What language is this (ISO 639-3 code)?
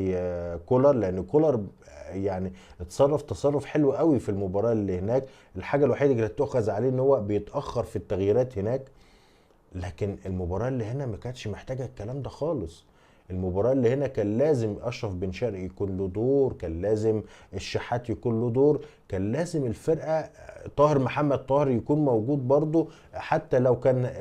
arz